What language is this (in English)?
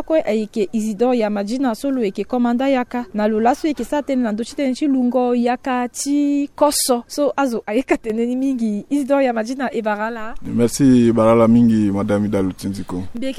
Sango